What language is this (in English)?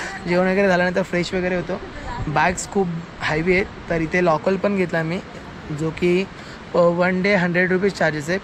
Marathi